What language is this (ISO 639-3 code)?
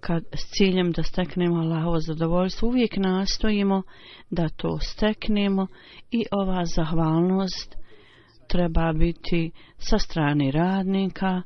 bos